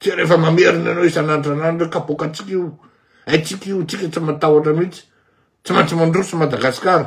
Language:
Malagasy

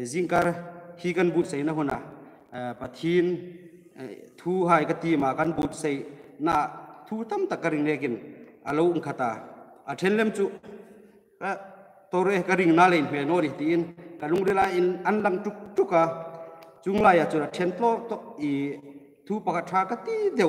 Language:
Hmar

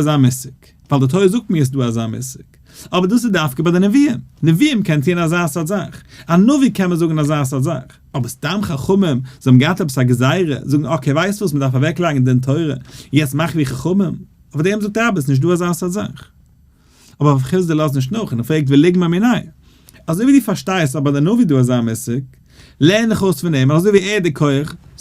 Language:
Yiddish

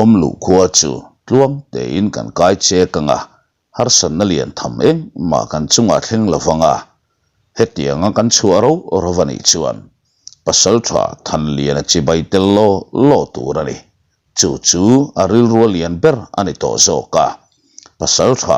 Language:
Mizo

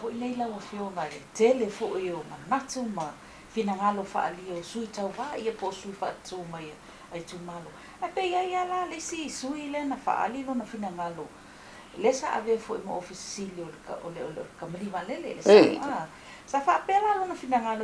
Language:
Samoan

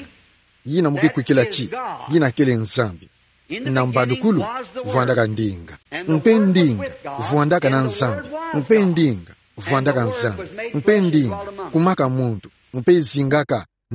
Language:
Kituba (Democratic Republic of Congo)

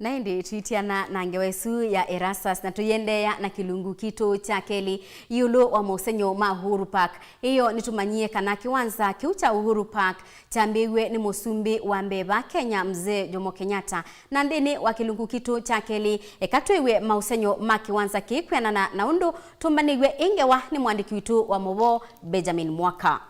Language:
Kamba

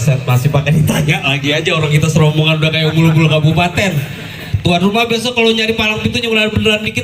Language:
Betawi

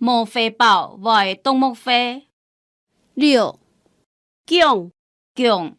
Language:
Hakka Chinese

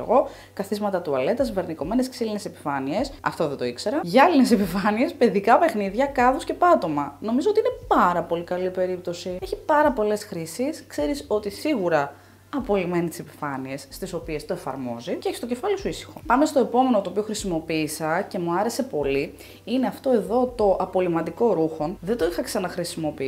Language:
Greek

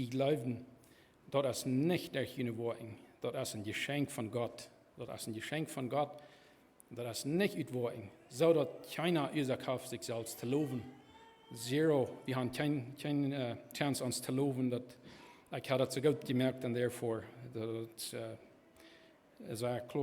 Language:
Plautdietsch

